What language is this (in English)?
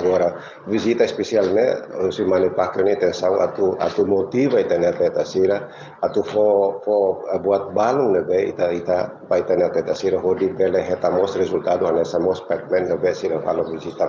Tetum